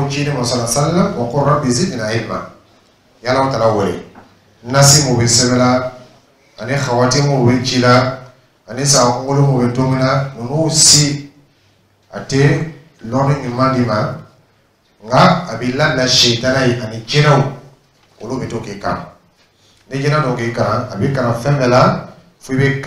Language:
Dyula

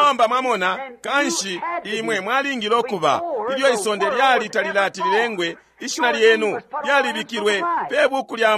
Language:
Bemba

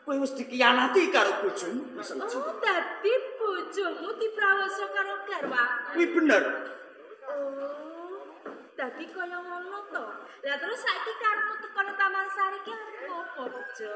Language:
Javanese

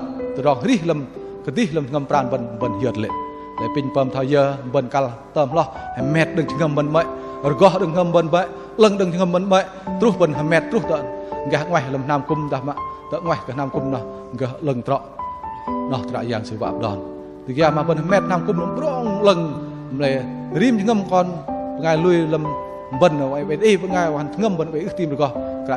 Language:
Bahnar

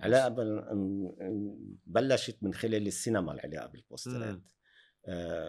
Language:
North Levantine Arabic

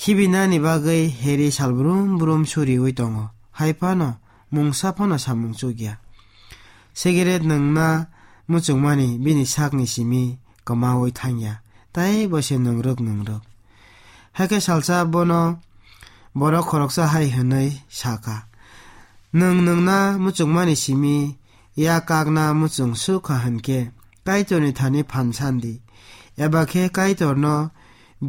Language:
Kok Borok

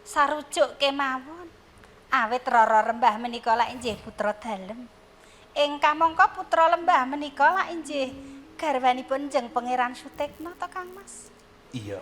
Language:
Javanese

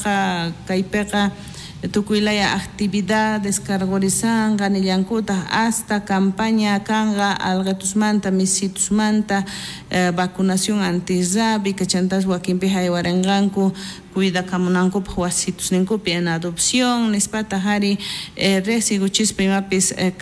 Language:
South Bolivian Quechua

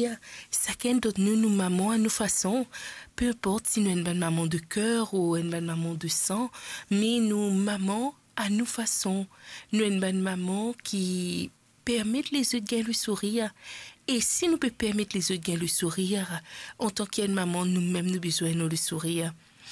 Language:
Morisyen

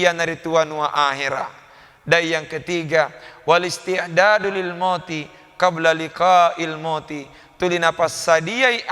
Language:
Buginese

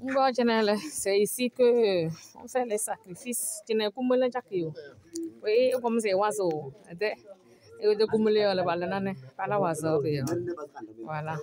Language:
Kabiyè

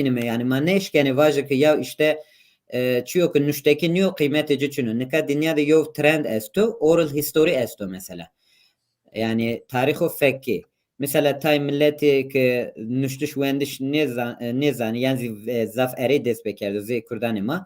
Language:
Zaza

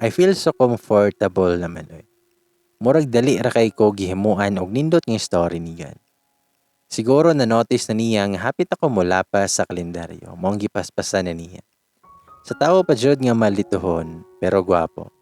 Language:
Cebuano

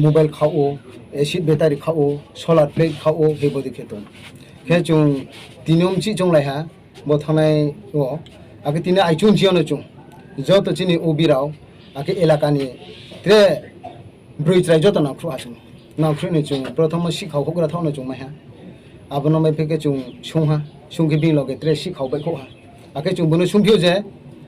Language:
Riang (India)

